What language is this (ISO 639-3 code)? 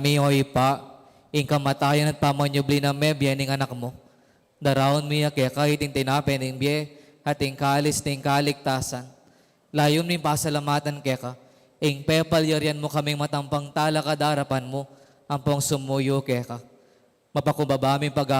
pam